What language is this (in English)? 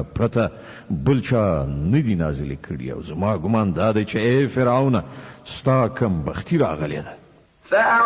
Pashto